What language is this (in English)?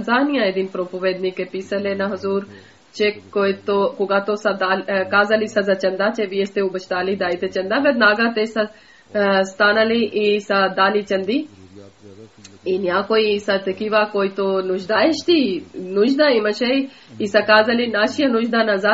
Bulgarian